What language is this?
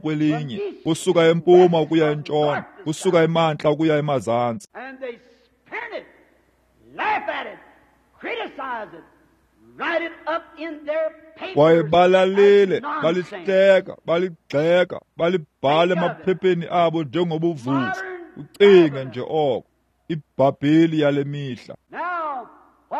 Xhosa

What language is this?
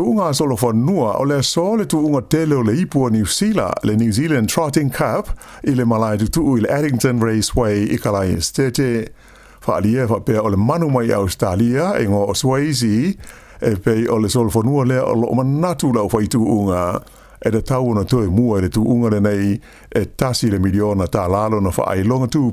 Samoan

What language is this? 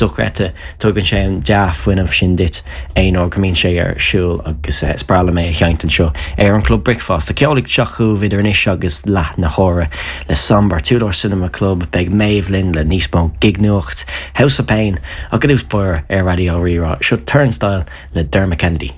Irish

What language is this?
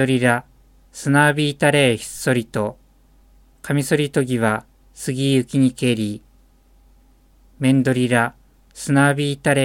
Japanese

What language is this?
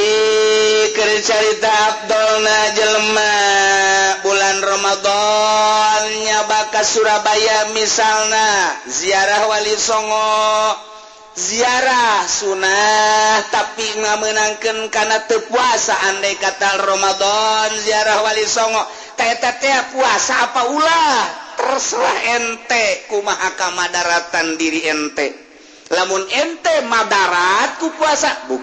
Sundanese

